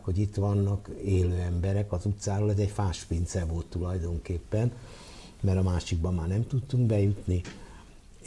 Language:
Hungarian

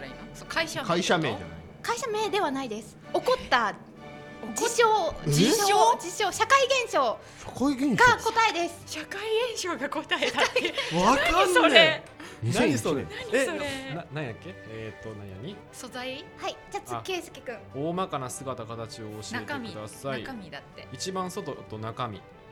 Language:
Japanese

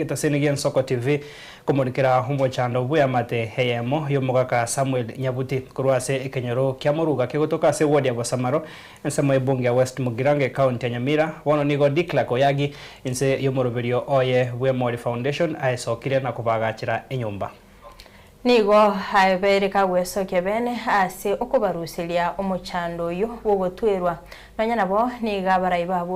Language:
Gusii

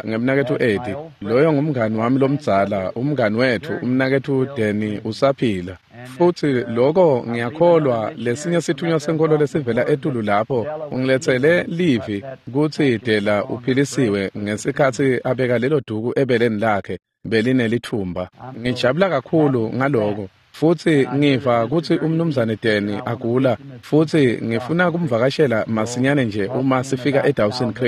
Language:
Swati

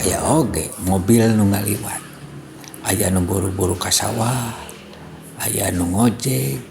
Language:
Sundanese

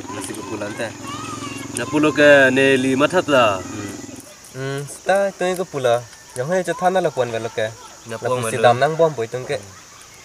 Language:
Karbi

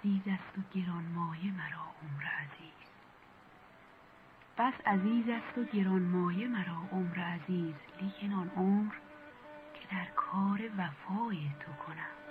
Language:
Persian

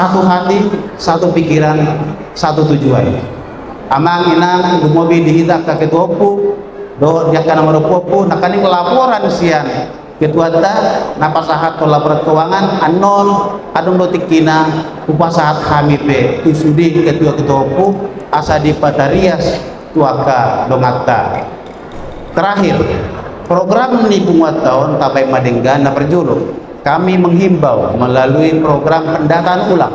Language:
Batak Toba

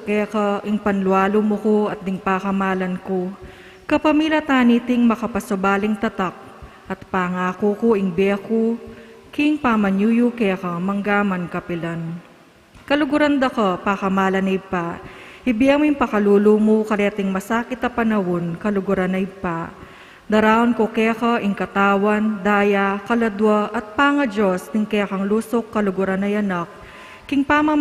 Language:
Pampanga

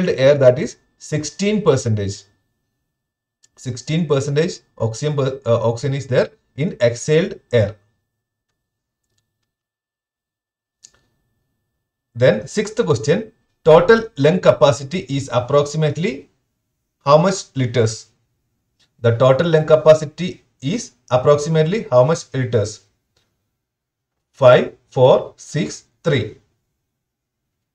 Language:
English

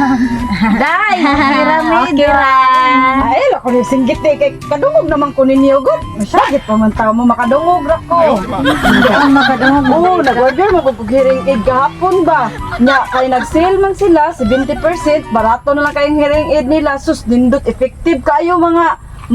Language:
Cebuano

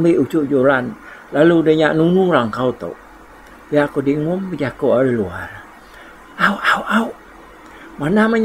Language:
Iban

